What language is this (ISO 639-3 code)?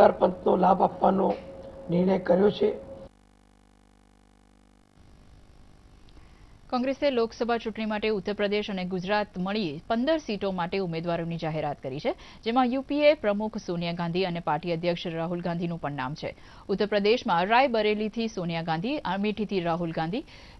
guj